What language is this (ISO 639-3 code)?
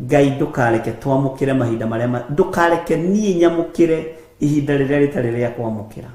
kik